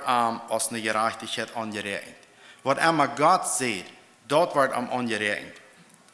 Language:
Plautdietsch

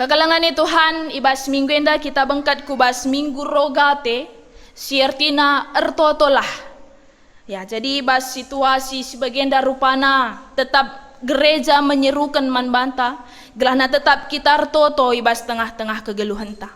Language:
Batak Karo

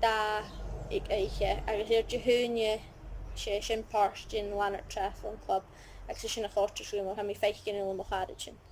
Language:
Scottish Gaelic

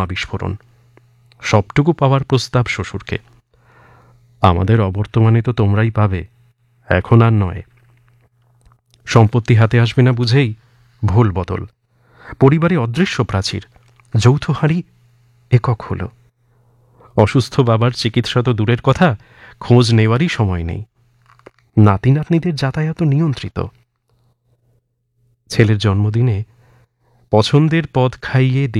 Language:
Bangla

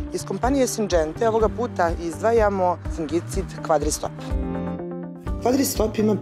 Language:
Serbian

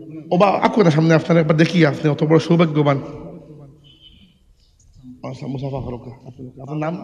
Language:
Sylheti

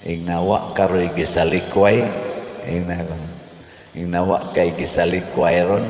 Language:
Cebuano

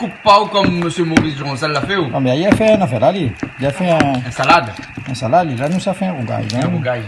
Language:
Réunion Creole French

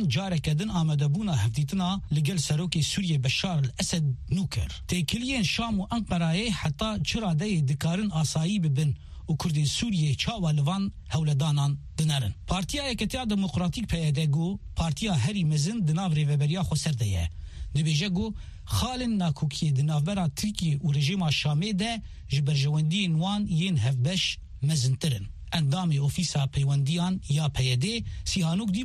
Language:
Kurdish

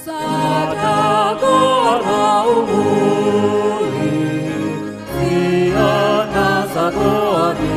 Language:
Batak Toba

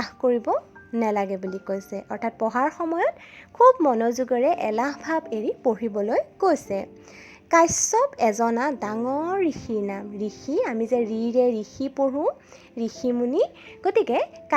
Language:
Assamese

